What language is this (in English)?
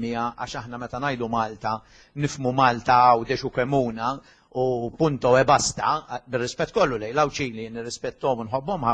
Maltese